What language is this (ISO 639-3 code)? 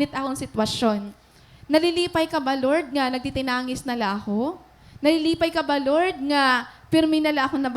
war